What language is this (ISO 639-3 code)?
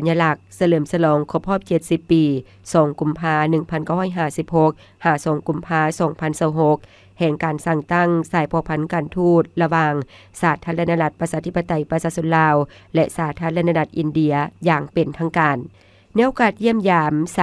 lao